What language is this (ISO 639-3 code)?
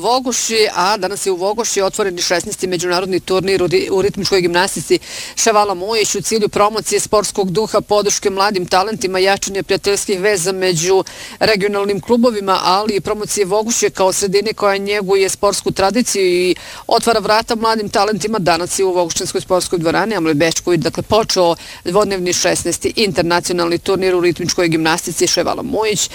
bos